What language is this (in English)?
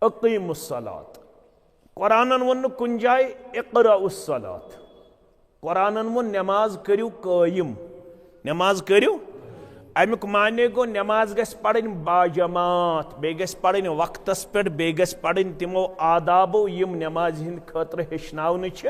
Kashmiri